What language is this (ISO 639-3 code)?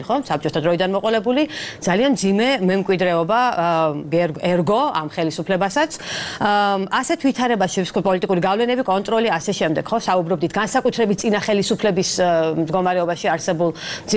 kat